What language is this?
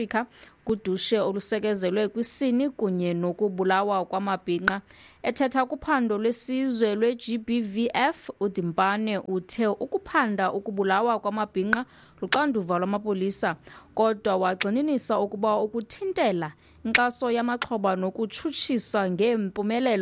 Xhosa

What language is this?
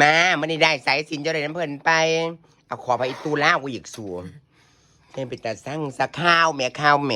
Northeastern Thai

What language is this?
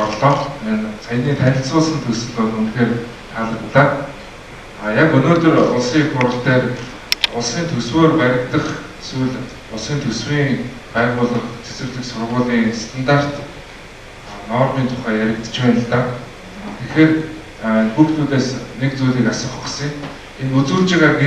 Mongolian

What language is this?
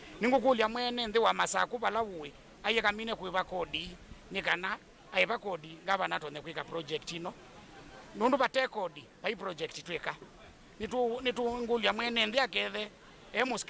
Kamba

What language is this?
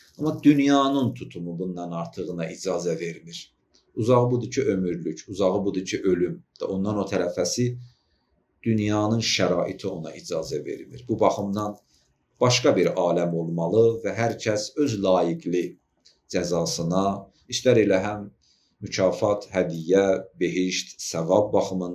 Azerbaijani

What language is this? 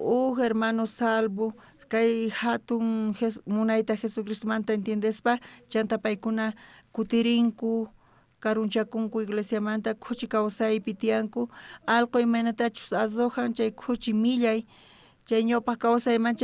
South Bolivian Quechua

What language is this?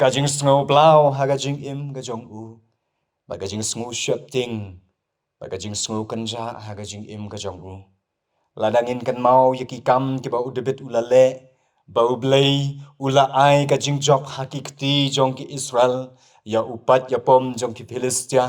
Khasi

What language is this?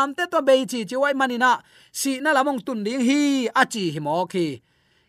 Tedim Chin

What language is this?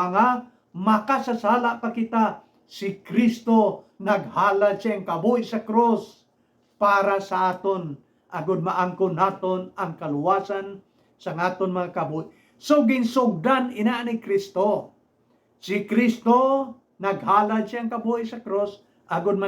Hiligaynon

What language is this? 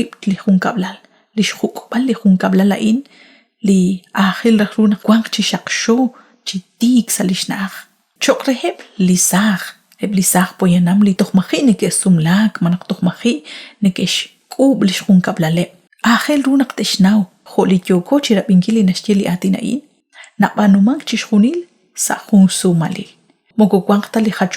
Kekchí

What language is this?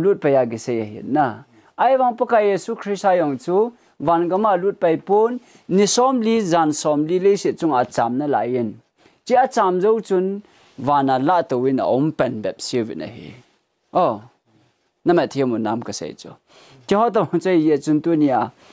Thado Chin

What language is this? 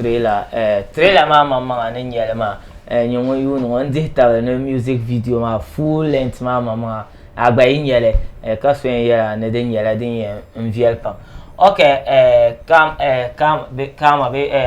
Dagbani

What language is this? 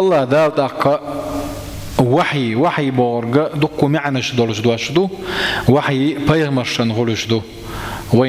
Chechen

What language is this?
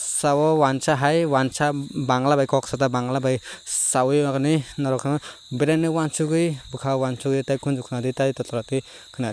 Kok Borok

